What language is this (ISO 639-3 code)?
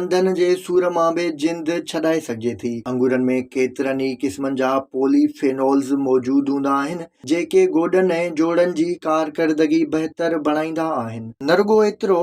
snd